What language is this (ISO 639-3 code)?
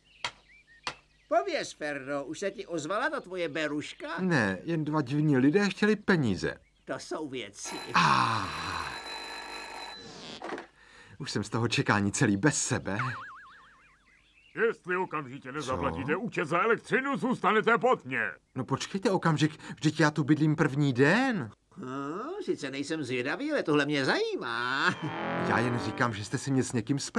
ces